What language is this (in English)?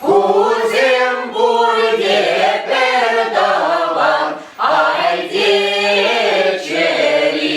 Chuvash